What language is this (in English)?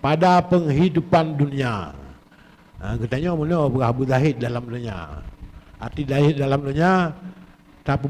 Achinese